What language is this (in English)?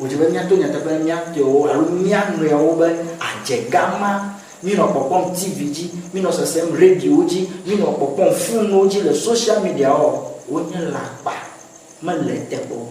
Ewe